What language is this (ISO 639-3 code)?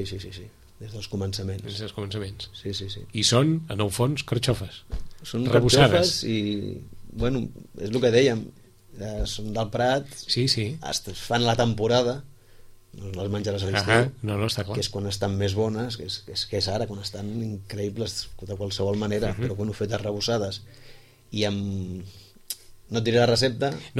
cat